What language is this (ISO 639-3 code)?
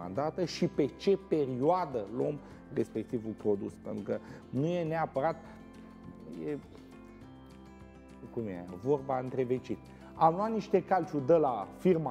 ron